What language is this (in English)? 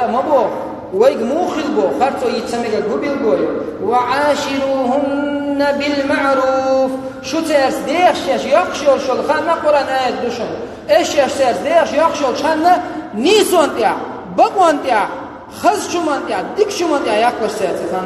Chechen